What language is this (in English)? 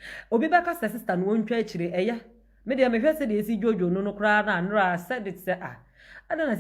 Akan